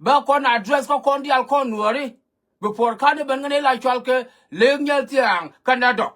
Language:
Nuer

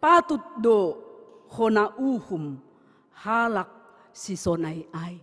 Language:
Batak Simalungun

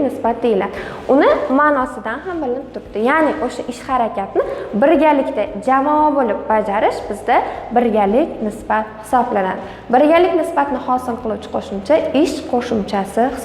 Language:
Uzbek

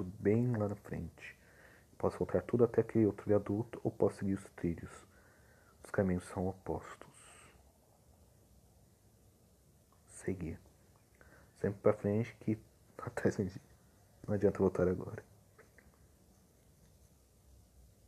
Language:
Portuguese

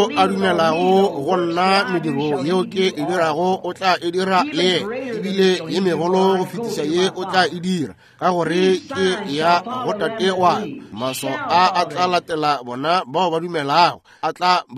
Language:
Northern Sotho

